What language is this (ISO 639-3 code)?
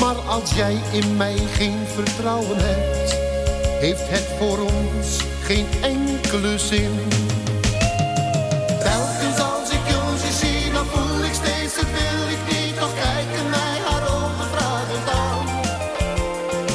nld